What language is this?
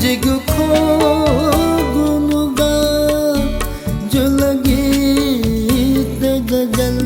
Newari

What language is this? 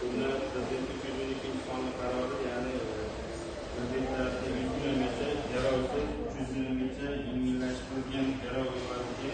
Uzbek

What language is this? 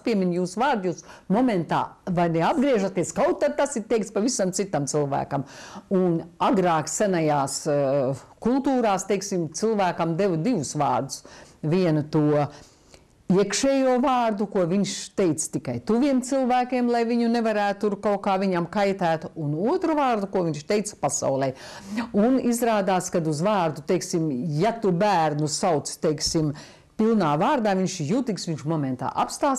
Latvian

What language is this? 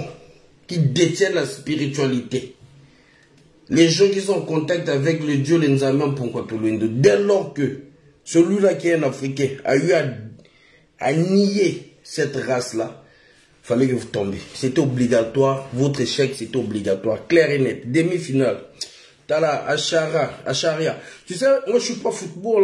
French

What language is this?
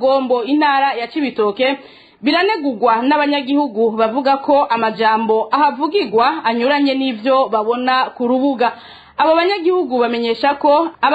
Rundi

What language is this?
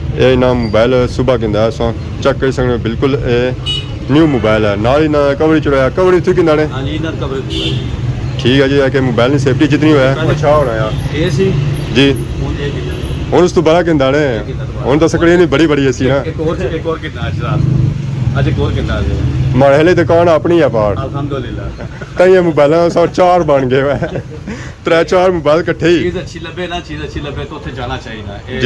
Pahari-Potwari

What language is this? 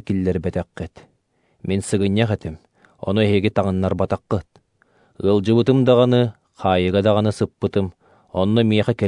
Yakut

